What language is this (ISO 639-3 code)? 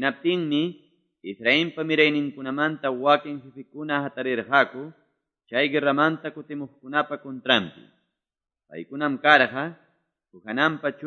que